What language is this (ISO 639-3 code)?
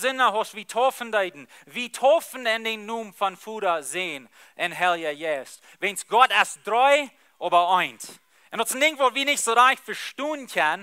pdt